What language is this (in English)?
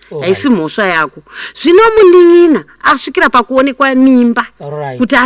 Shona